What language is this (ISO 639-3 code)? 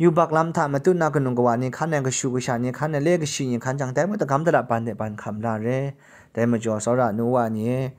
kac